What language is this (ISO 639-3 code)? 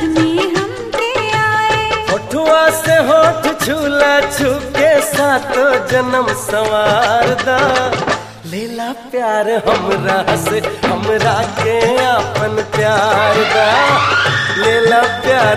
bho